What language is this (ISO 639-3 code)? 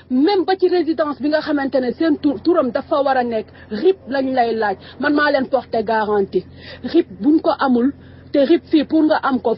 wol